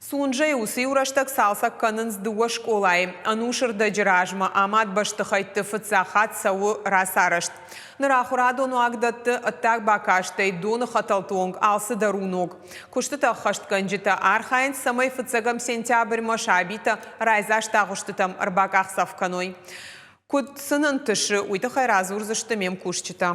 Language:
Ossetic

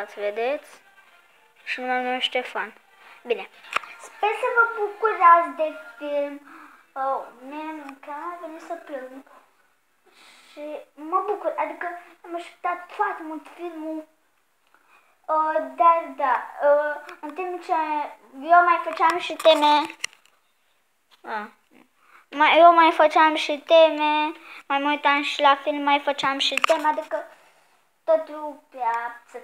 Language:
Romanian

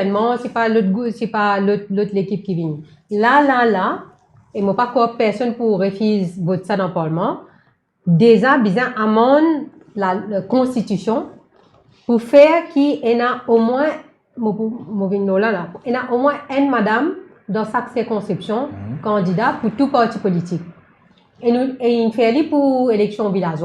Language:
Morisyen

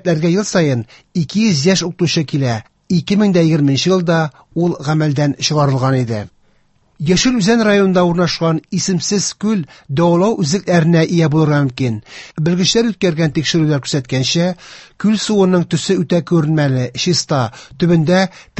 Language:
Tatar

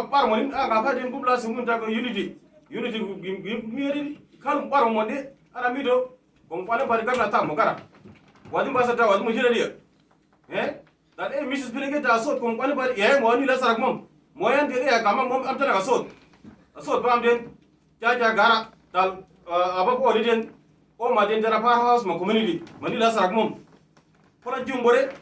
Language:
Uduk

